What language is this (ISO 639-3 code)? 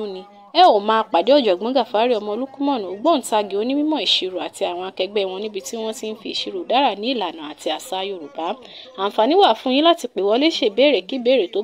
yor